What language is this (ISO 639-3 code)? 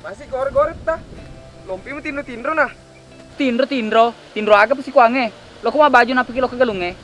bug